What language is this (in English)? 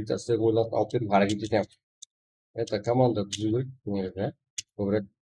Kara-Kalpak